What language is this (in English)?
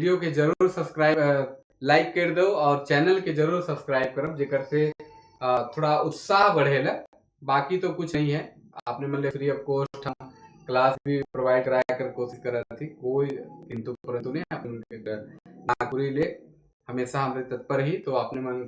Sadri